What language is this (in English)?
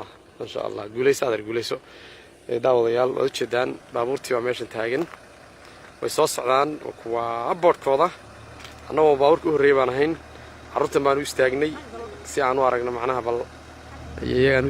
Somali